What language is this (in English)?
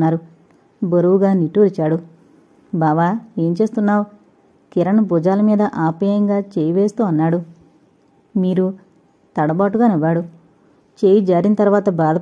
Telugu